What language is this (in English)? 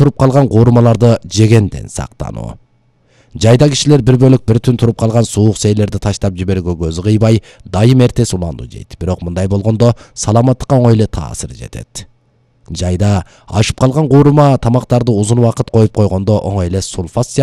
Kyrgyz